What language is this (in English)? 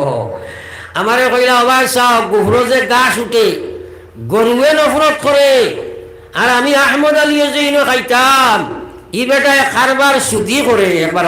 Sylheti